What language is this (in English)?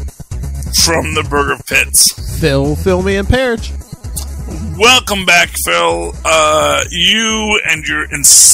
English